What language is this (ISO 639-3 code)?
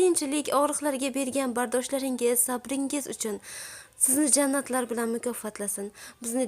uzb